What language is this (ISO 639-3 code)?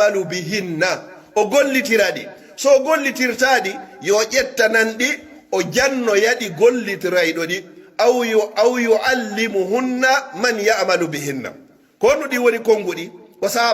fuf